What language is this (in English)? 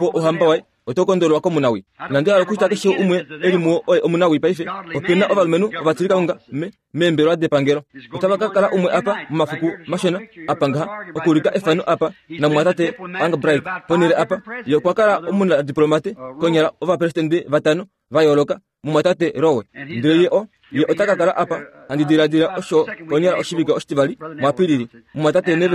Kuanyama